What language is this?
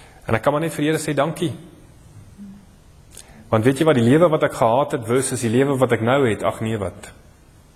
Afrikaans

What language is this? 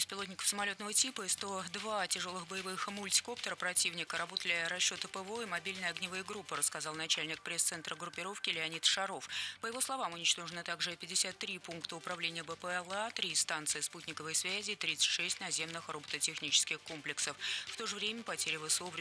Russian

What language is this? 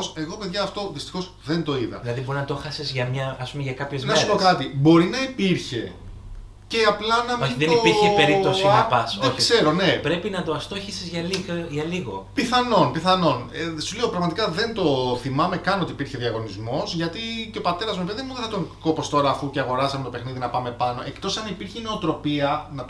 Greek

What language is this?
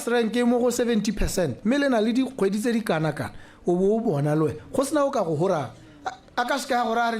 Tswana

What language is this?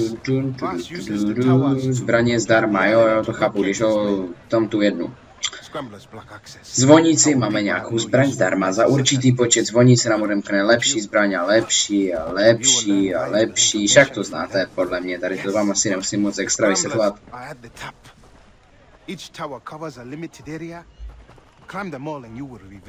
Czech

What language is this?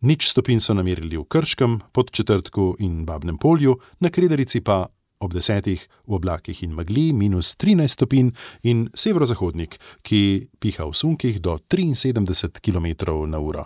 Slovenian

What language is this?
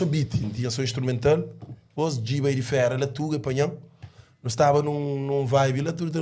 Kabuverdianu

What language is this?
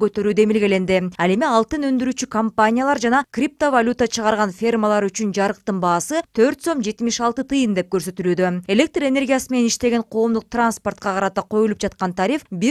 Kyrgyz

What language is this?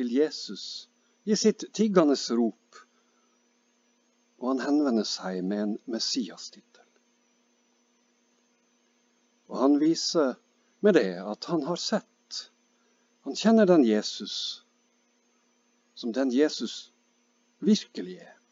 Norwegian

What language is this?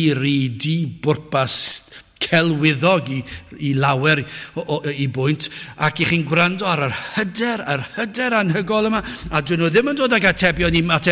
Welsh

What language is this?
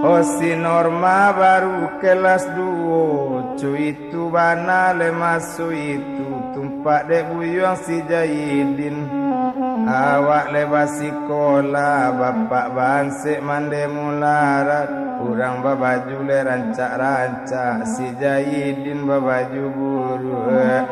Minangkabau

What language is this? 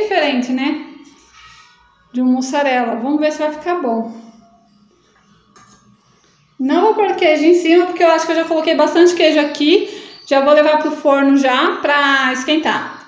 Portuguese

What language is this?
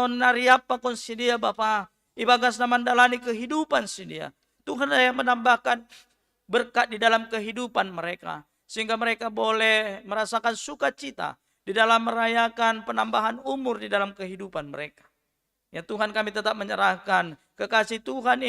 Batak Simalungun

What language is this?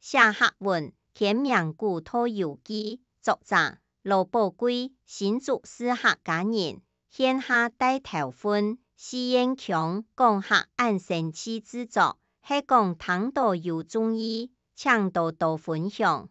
Hakka Chinese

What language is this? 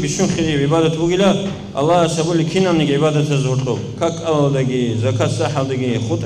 Avaric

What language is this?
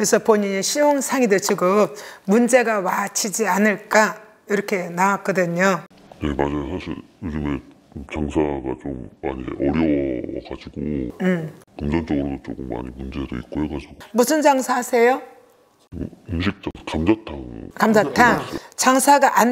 Korean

